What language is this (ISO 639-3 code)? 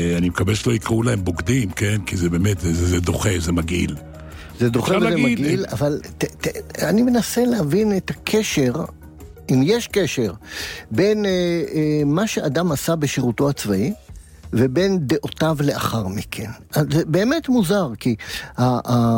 heb